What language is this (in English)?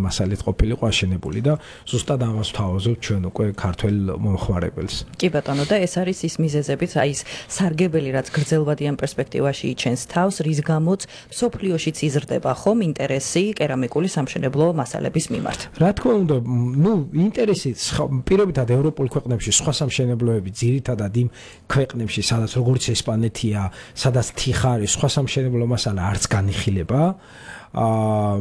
Georgian